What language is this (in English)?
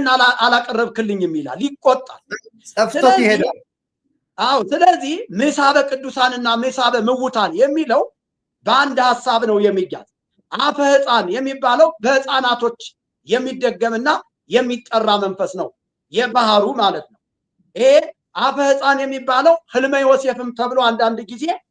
Amharic